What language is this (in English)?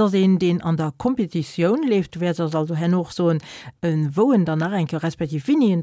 Luxembourgish